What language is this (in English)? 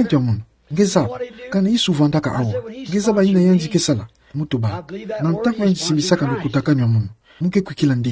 Kituba (Democratic Republic of Congo)